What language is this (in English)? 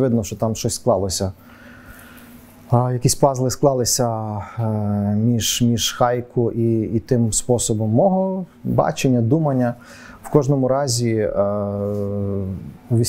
Ukrainian